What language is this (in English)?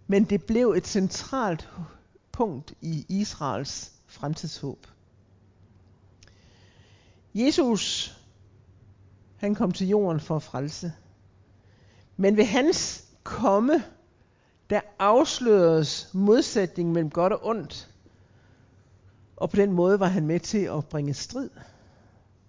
Danish